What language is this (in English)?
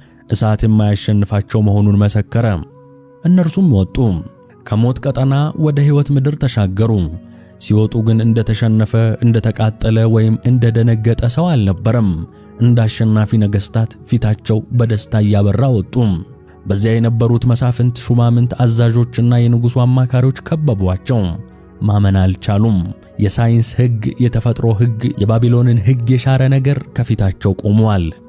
Amharic